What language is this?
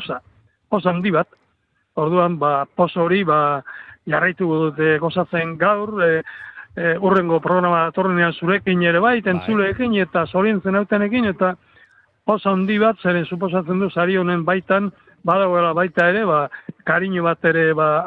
Basque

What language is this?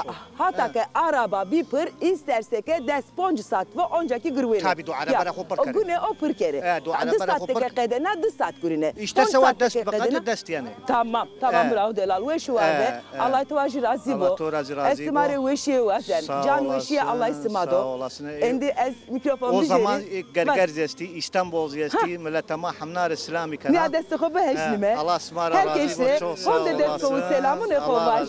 Zaza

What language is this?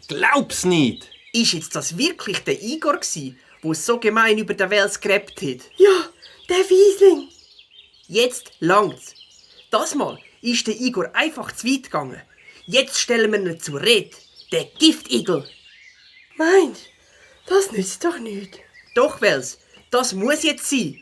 Swiss German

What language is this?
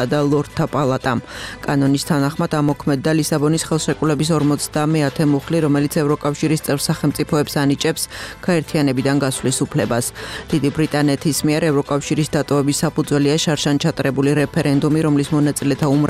Georgian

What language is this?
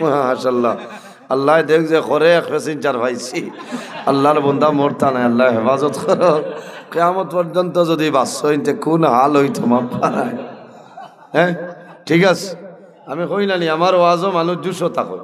Sylheti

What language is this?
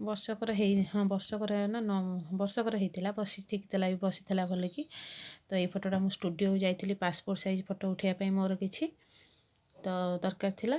Odia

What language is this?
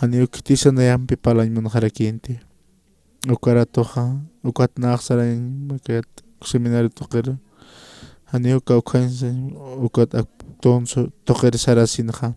Aymara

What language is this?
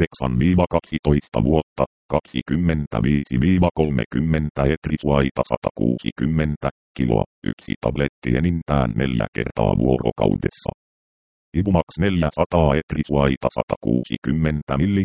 Finnish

